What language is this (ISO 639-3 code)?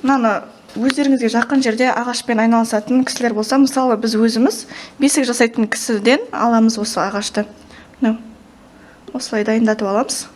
kaz